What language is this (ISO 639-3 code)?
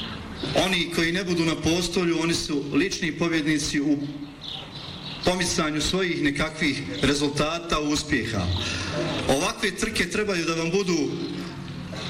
bos